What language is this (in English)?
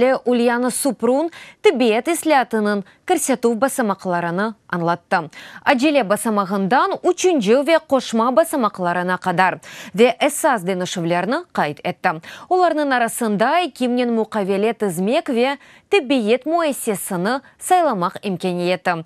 Crimean Tatar